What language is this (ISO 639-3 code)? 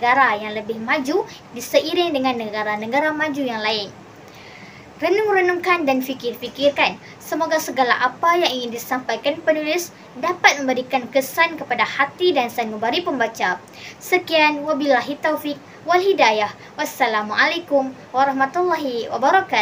msa